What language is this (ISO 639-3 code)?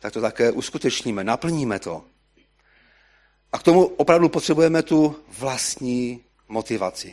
ces